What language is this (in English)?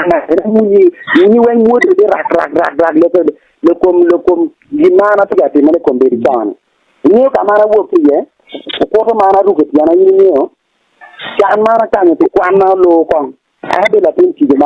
Acoli